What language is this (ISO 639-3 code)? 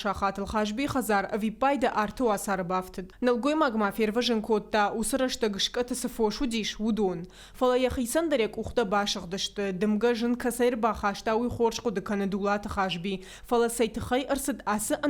oss